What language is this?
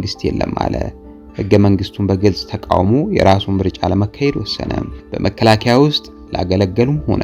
Amharic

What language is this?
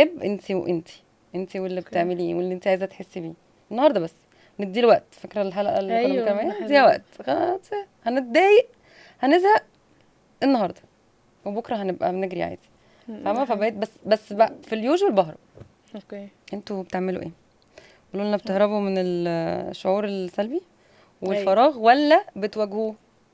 Egyptian Arabic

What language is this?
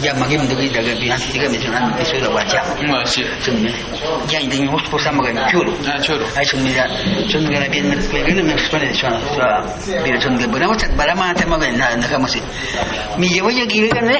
Awa-Cuaiquer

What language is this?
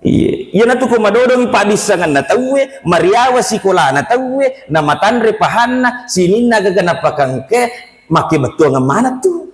Buginese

